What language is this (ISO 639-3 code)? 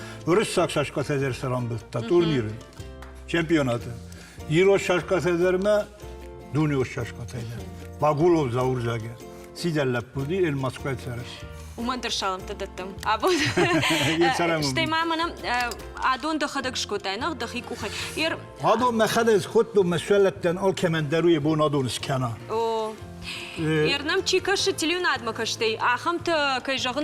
oss